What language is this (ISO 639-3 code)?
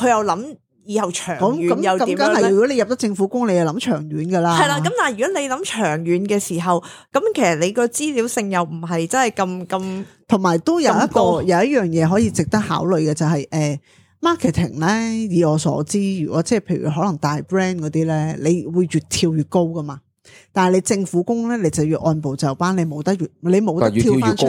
yue